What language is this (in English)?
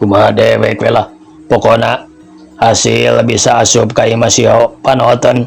Sundanese